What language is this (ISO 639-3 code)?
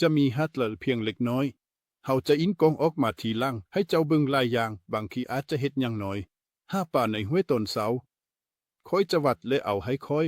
lao